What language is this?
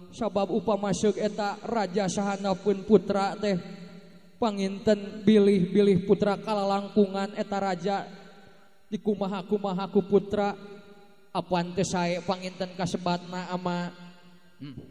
Sundanese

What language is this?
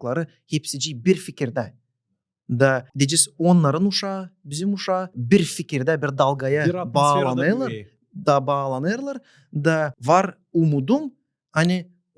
Gagauz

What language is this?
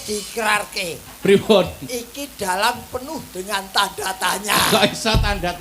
Javanese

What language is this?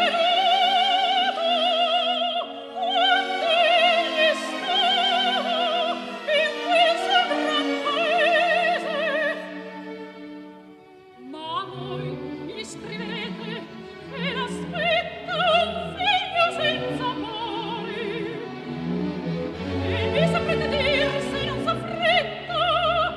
Italian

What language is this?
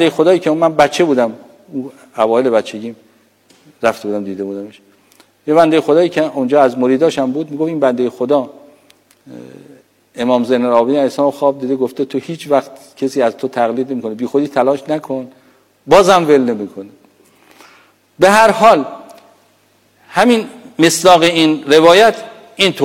Persian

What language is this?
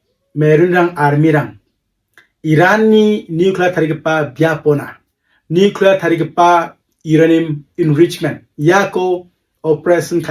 Garo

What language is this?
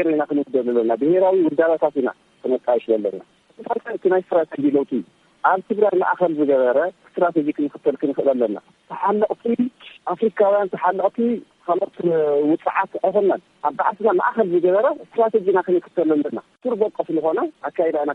Tigrinya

